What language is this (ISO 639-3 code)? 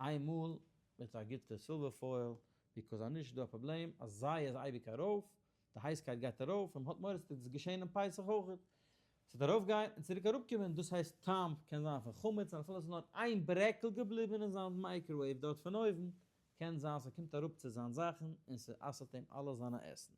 yid